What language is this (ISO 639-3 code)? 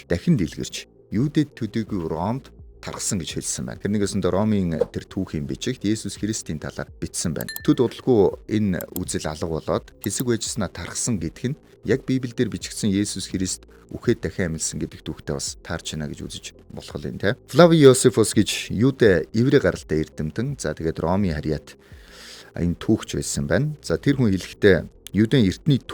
mon